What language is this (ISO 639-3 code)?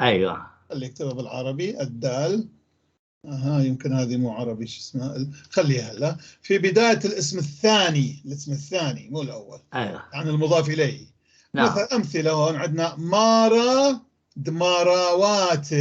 apc